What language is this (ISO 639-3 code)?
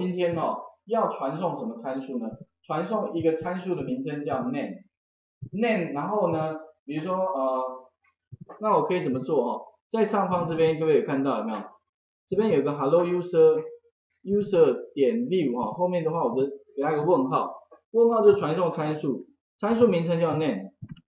zho